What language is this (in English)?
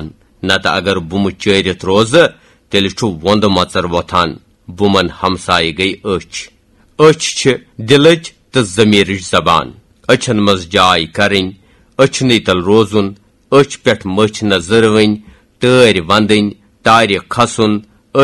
Kashmiri